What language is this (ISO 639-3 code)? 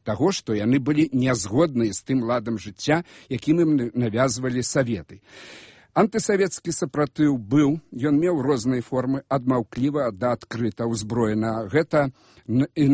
bel